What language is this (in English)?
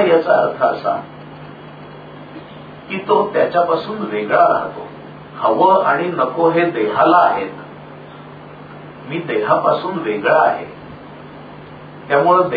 Marathi